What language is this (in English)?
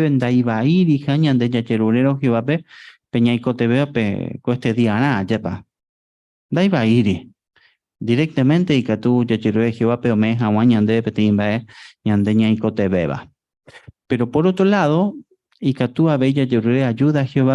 Guarani